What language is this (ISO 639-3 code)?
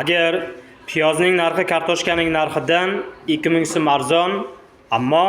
uzb